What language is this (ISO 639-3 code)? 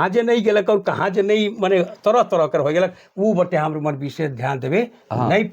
sck